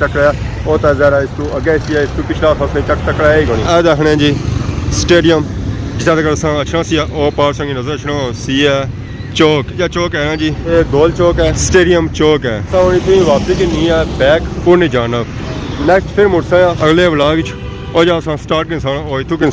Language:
Pahari-Potwari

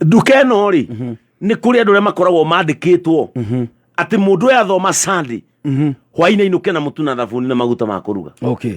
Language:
Kikuyu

